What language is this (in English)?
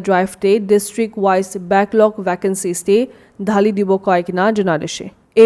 Naga Pidgin